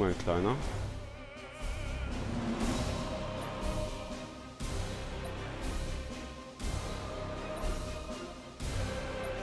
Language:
German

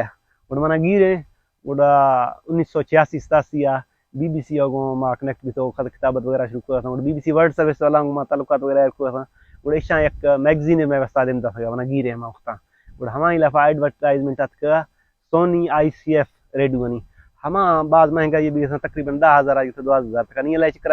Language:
Baluchi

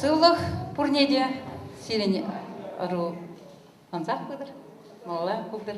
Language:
Chuvash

